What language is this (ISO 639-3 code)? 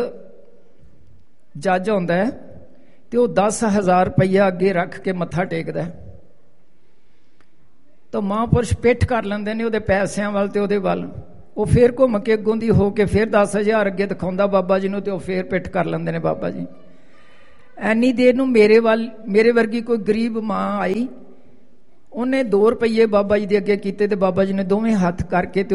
pan